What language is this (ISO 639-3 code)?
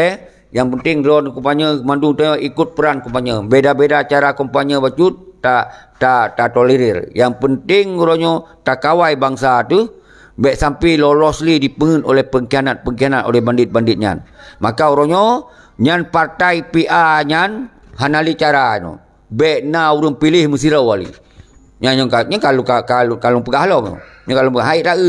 ace